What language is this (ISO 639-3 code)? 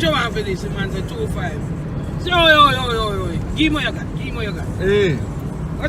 jam